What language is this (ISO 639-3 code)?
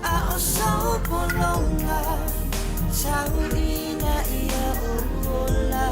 smo